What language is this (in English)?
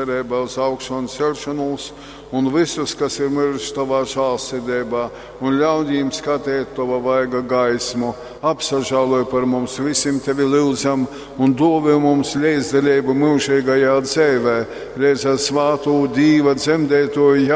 Latgalian